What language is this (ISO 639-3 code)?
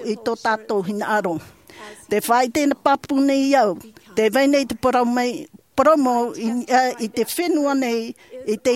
tah